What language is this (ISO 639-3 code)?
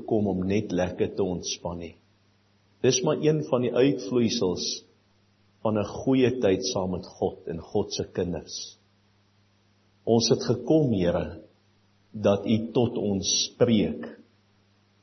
afr